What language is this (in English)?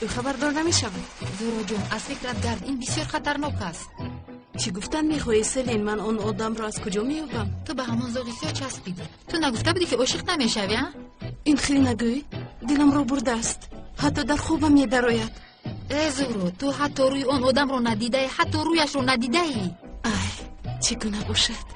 Tajik